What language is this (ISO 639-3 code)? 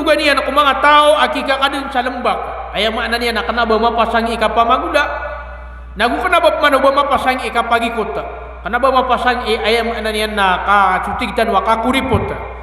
mrw